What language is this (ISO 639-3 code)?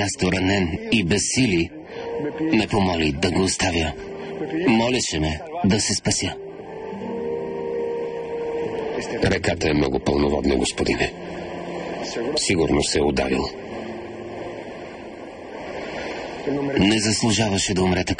bul